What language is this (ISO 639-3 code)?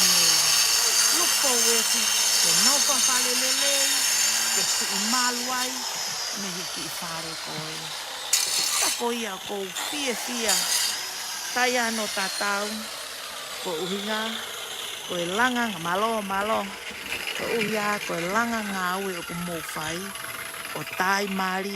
ton